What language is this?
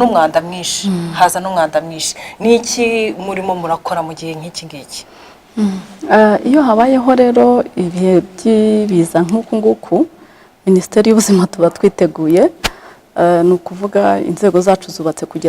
Kinyarwanda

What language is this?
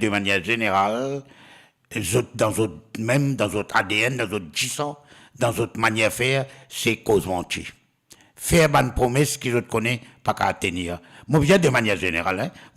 Morisyen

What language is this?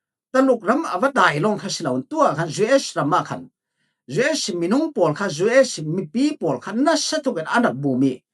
Falam Chin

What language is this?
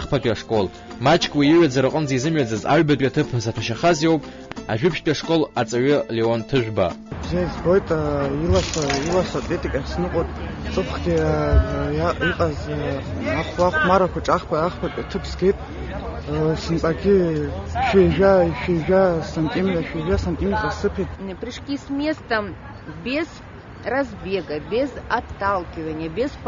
Abkhazian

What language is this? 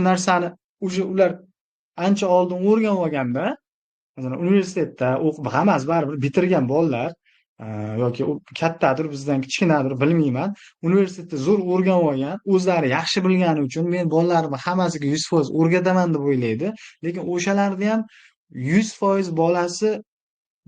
Uzbek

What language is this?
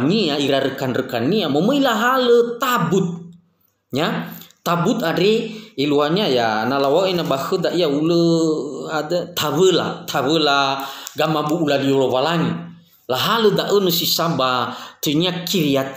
Nias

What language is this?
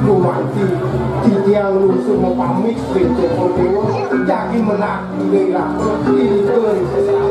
Balinese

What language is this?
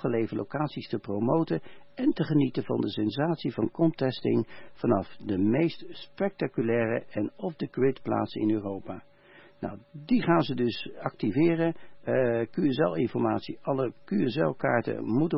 Dutch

